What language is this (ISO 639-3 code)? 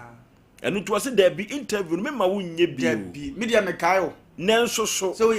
aka